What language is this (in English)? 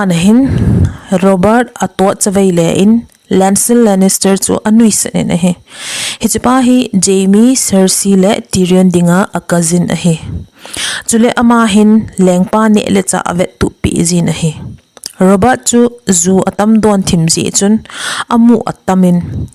Thado Chin